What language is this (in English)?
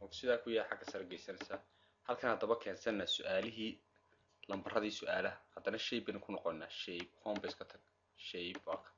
Somali